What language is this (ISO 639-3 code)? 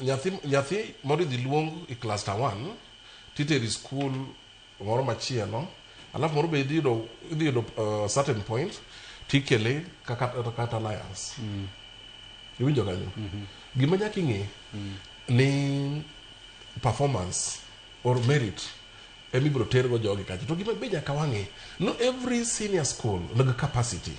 luo